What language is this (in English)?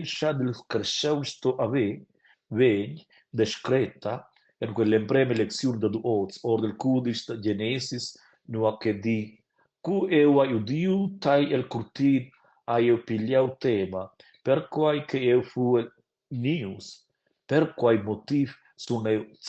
Romansh